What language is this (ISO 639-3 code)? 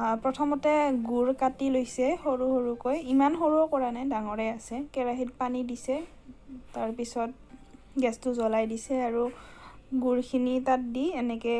asm